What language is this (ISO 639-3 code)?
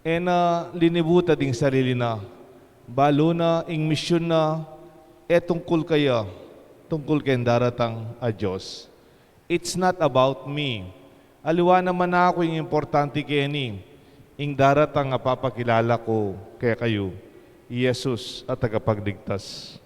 pam